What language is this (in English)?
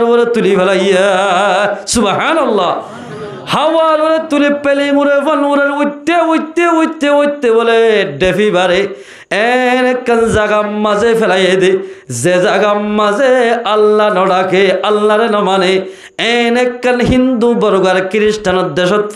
Rohingya